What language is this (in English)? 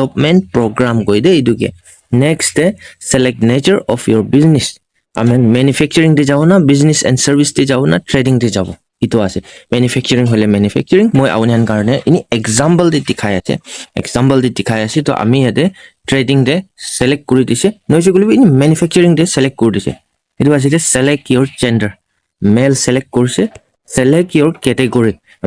Naga Pidgin